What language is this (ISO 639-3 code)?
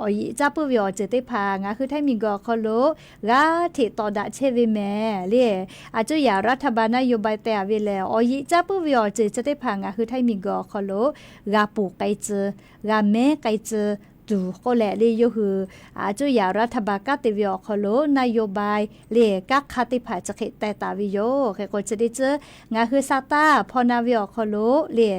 lhu